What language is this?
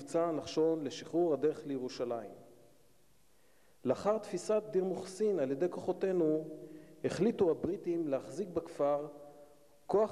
Hebrew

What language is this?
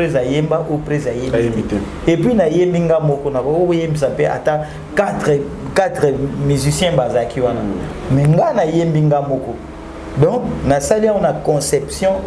Lingala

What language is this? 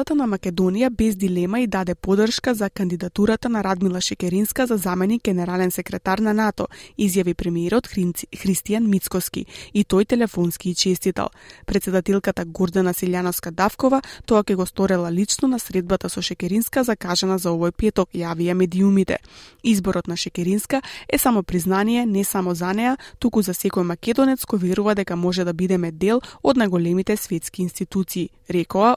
Macedonian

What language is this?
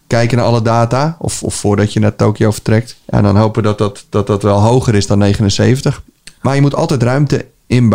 Dutch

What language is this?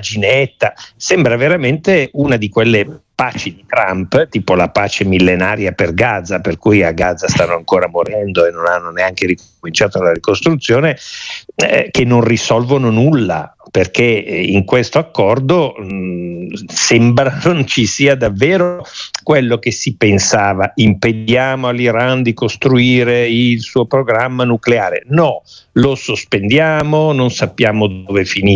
Italian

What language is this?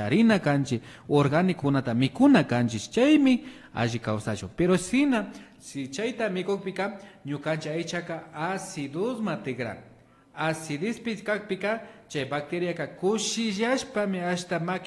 Imbabura Highland Quichua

